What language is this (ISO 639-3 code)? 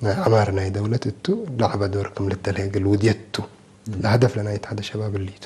tig